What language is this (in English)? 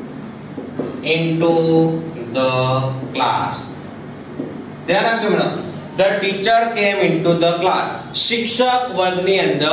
Gujarati